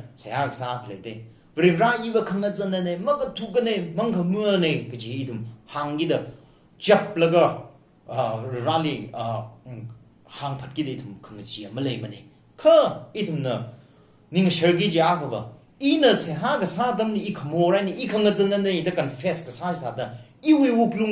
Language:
Tangkhul Naga (India)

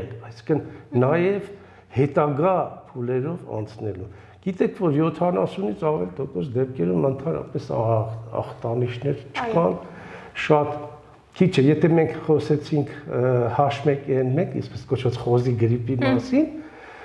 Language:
Armenian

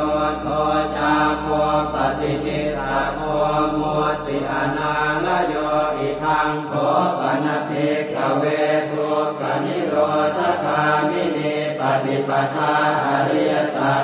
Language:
Pali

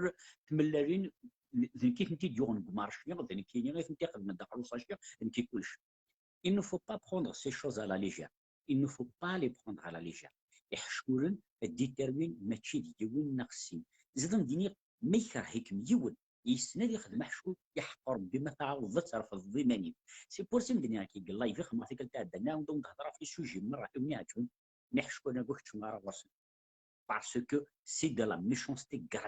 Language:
Kabyle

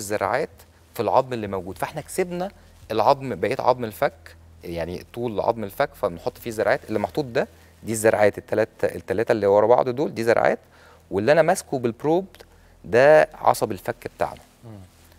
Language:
Egyptian Arabic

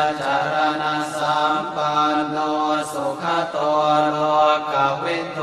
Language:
Pali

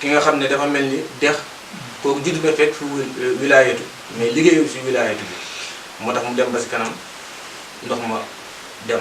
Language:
Wolof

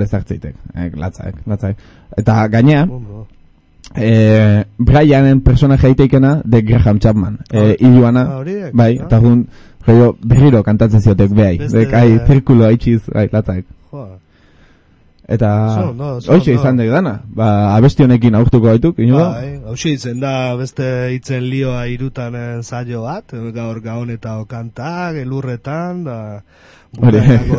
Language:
Basque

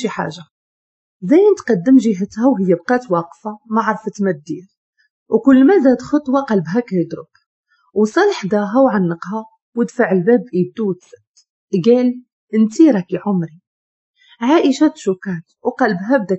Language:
Moroccan Arabic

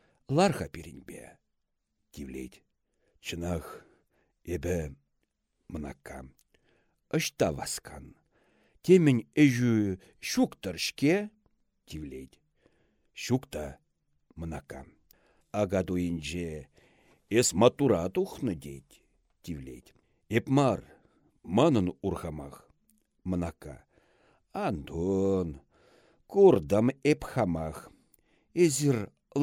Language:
Chuvash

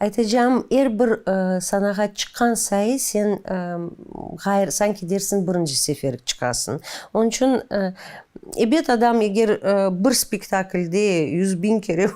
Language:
Crimean Tatar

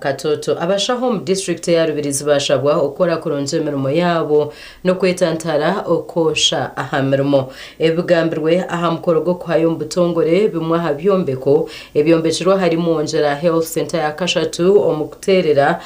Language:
Nyankole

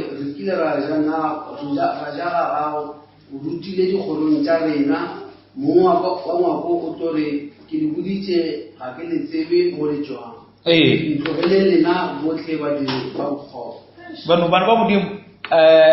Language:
Northern Sotho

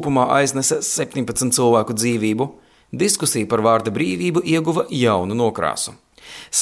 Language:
Latvian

